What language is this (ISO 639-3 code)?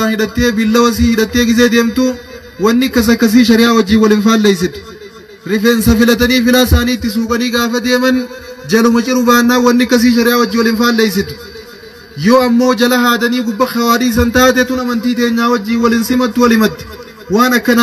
orm